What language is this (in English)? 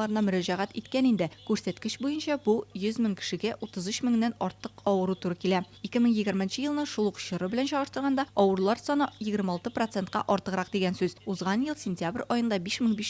Tatar